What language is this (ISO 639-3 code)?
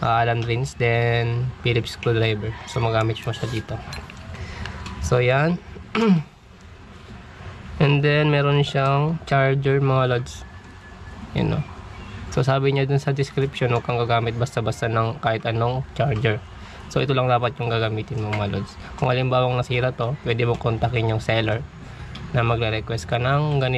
fil